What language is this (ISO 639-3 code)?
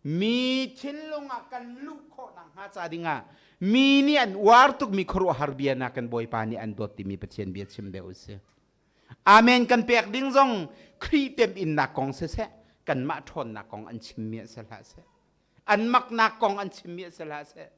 cnh